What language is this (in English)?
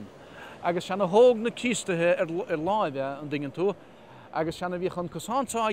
Irish